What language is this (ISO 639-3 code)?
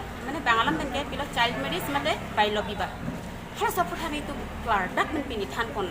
mjw